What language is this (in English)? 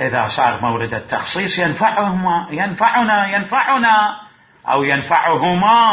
Mesopotamian Arabic